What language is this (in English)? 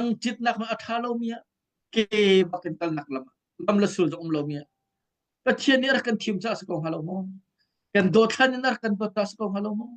Hakha Chin